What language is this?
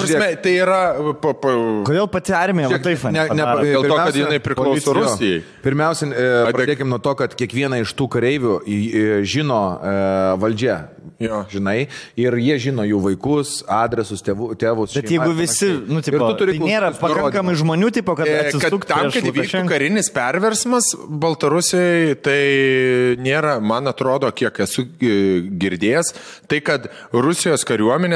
Lithuanian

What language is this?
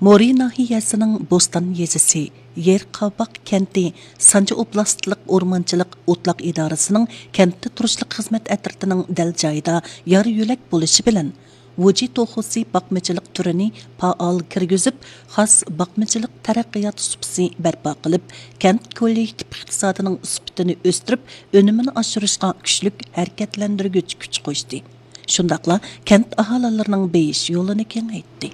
Uyghur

